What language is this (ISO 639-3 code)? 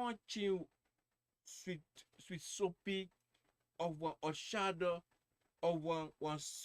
srn